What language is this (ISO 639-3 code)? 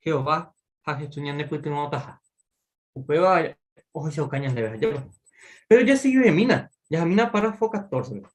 grn